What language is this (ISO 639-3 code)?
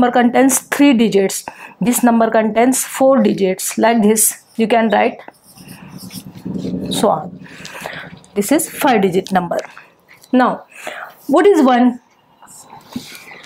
mar